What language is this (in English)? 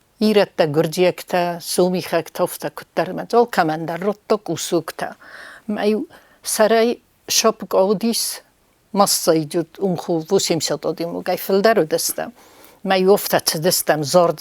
Ossetic